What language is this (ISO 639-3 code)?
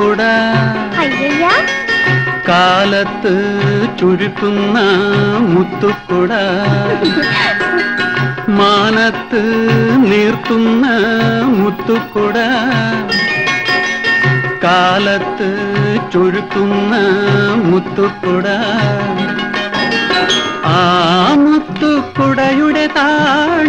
mal